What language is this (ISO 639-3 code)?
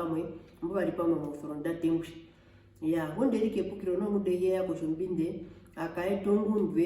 her